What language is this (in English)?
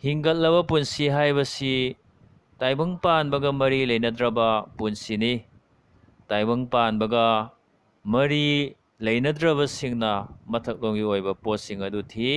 Manipuri